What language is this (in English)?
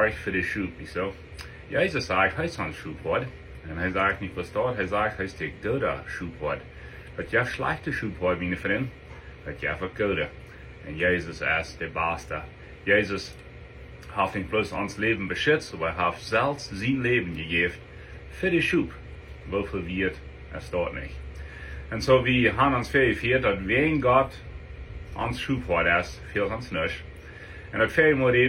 Plautdietsch